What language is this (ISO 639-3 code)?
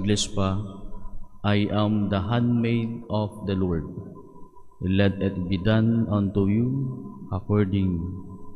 ceb